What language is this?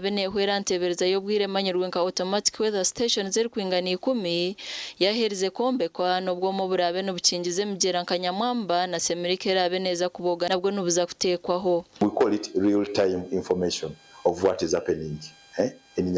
Nyankole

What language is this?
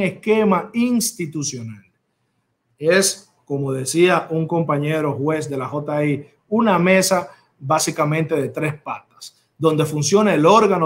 Spanish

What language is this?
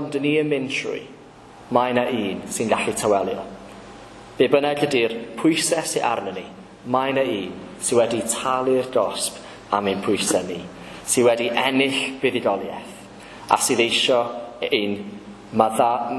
Welsh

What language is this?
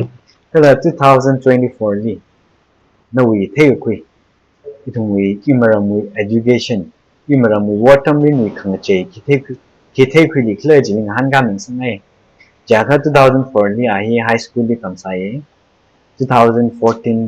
Tangkhul Naga (India)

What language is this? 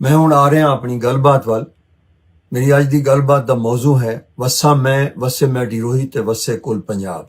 Western Panjabi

